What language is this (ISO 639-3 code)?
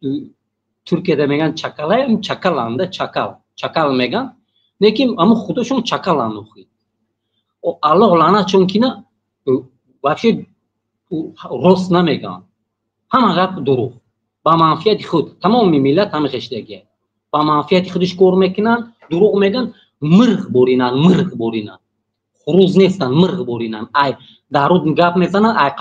tgk